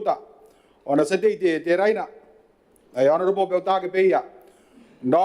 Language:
Gilbertese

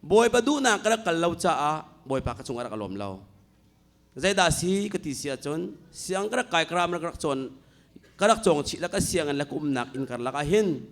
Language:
Hakha Chin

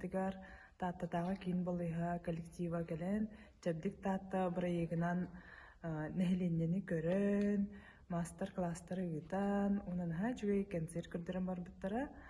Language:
Yakut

